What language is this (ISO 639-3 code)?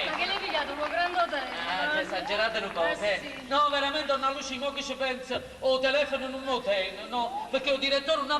nap